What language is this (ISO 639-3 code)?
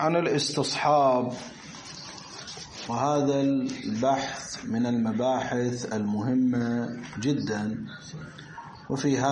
ara